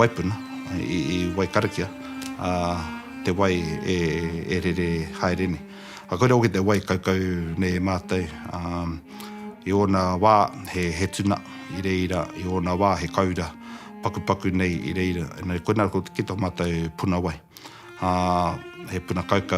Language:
Māori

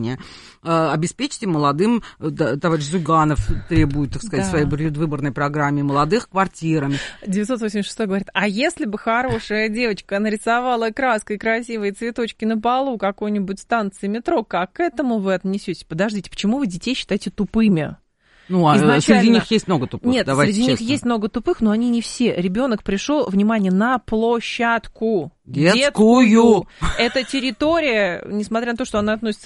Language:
Russian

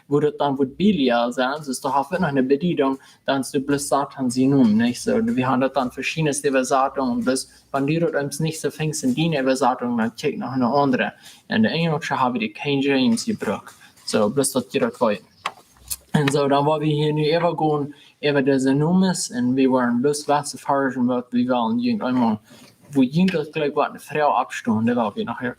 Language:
Plautdietsch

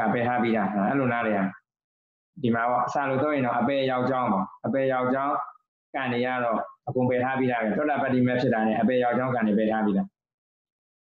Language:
Burmese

